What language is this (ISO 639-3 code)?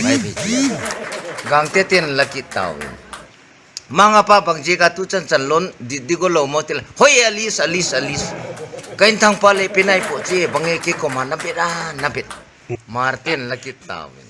ctd